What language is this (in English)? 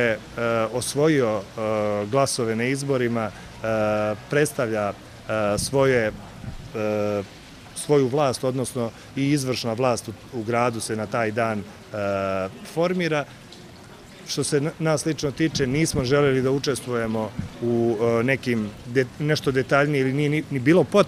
Serbian